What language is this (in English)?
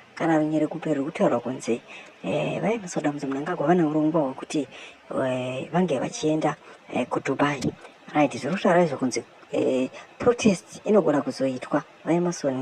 Shona